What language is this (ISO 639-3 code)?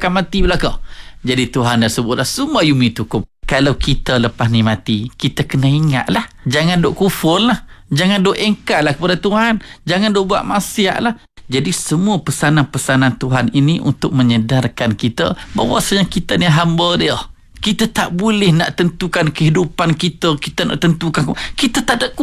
msa